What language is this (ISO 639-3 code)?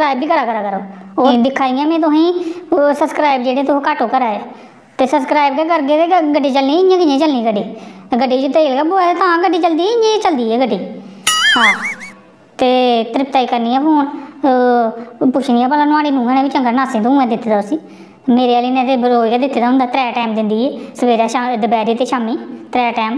doi